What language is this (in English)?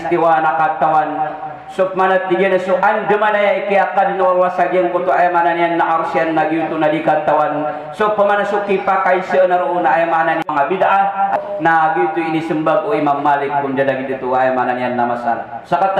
Maranao